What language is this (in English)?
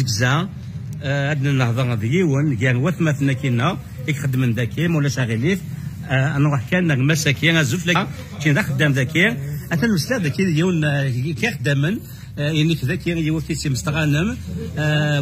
Kabyle